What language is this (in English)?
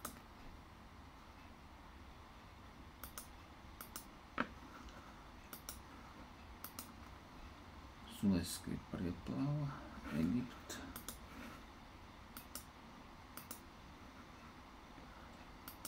Slovak